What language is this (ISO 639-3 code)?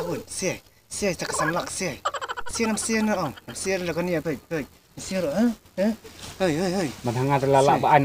kha